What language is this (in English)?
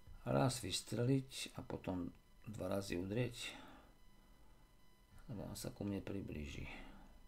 Slovak